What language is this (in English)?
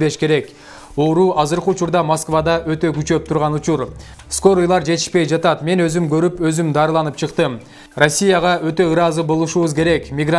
Kyrgyz